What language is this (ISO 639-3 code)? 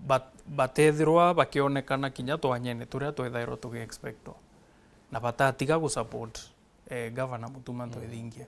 mer